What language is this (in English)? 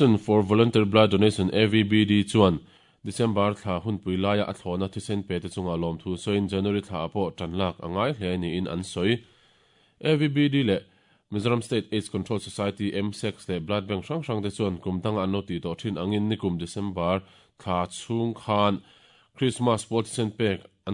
Mizo